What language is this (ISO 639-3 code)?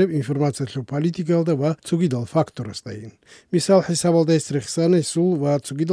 ava